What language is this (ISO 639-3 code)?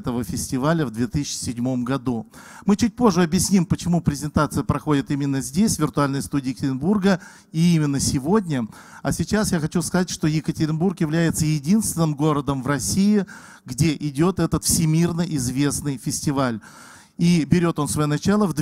rus